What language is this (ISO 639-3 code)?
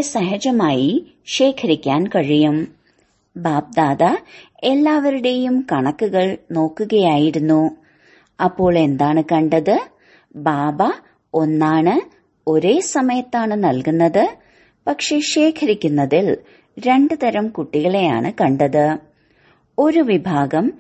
mal